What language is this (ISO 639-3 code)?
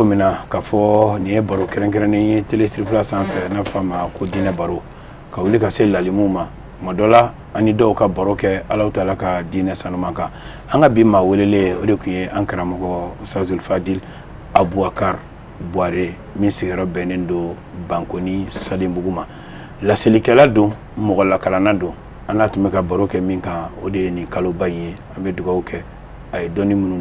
bam